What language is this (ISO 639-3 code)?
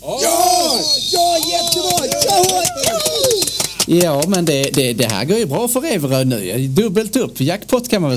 swe